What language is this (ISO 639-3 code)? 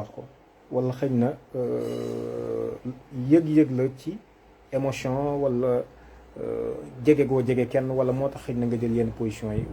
wol